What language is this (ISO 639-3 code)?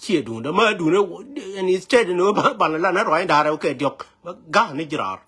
nus